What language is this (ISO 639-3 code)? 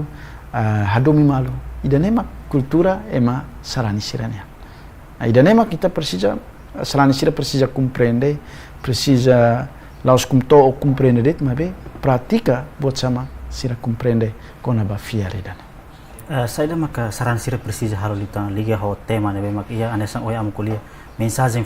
tet